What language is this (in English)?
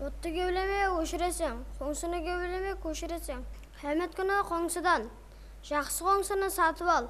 Kara-Kalpak